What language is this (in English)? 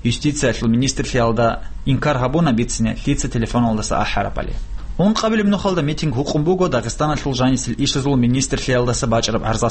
Avaric